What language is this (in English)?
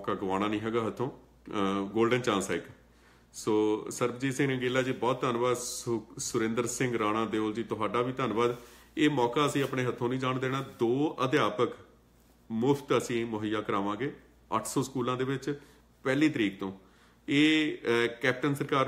Punjabi